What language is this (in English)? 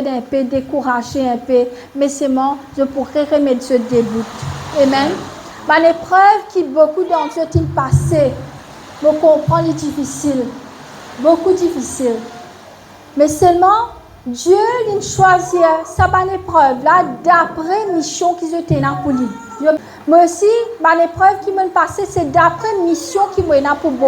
Morisyen